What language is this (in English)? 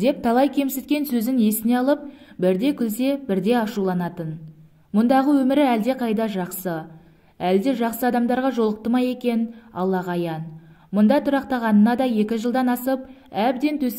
Kazakh